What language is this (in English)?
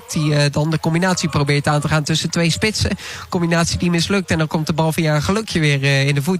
Dutch